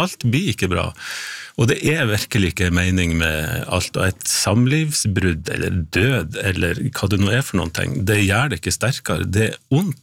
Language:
Norwegian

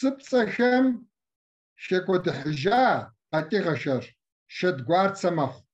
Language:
Kabardian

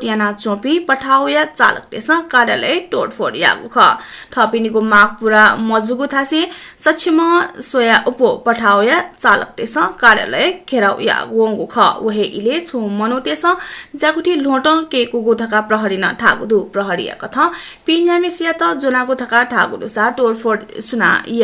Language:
Newari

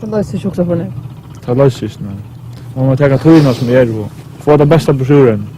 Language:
Faroese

